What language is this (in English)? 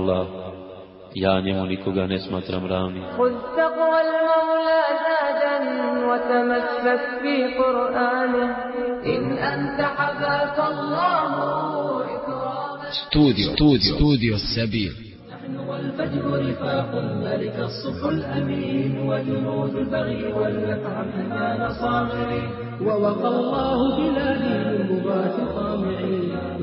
Bosnian